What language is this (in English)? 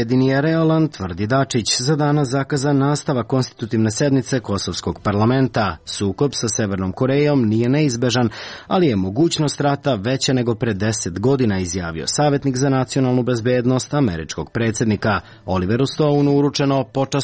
Serbian